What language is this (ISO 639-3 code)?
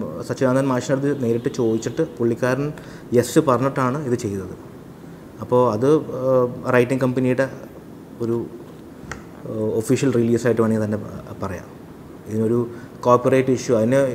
mal